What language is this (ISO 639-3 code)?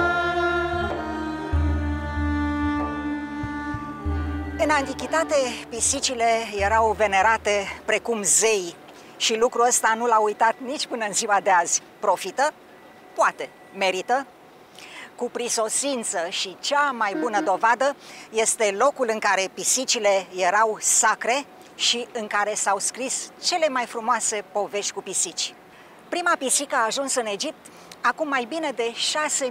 ron